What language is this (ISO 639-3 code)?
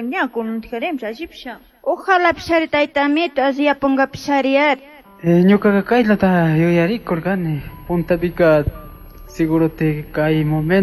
qug